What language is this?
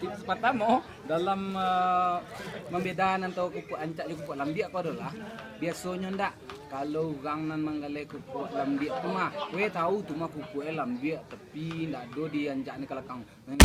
Minangkabau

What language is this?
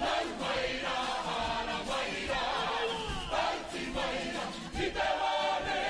Māori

